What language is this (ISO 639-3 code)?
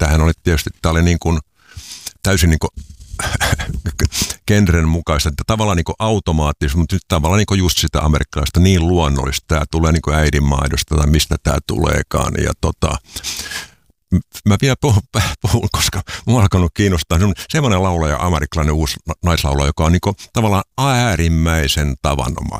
fin